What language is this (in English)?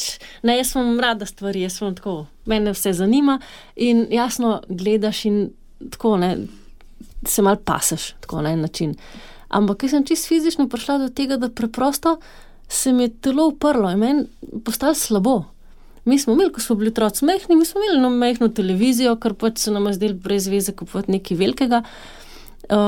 Slovenian